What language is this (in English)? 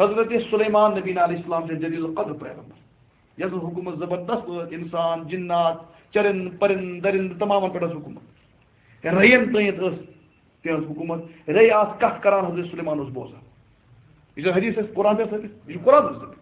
Kashmiri